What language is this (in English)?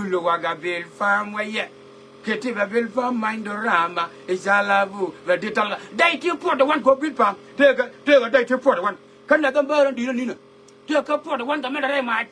Nuer